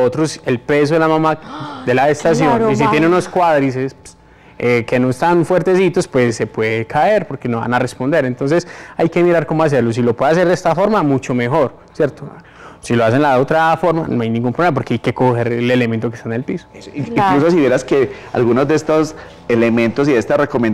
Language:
Spanish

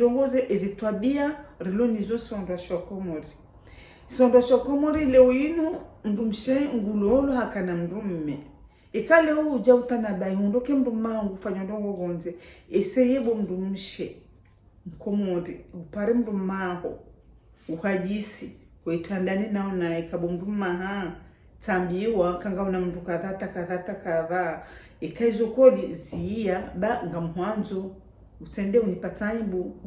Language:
Ngazidja Comorian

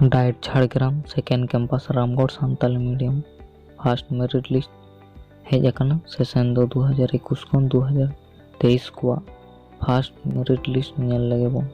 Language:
Santali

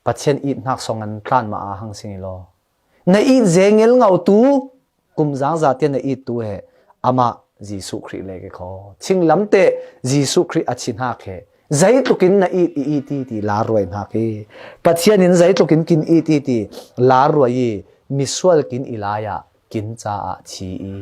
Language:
Falam Chin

